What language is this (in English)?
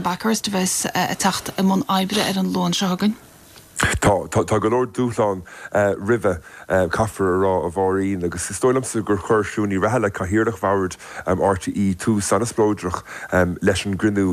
Irish